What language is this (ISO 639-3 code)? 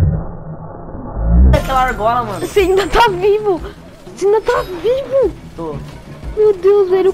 por